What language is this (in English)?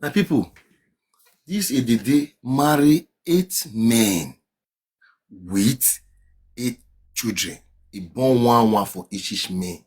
Nigerian Pidgin